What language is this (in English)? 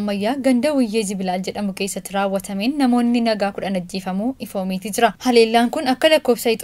Oromo